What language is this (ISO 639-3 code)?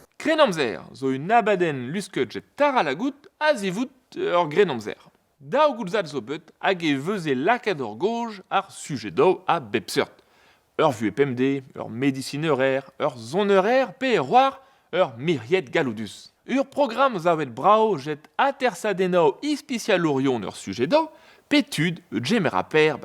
bre